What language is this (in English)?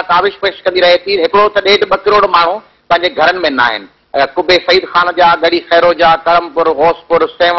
Sindhi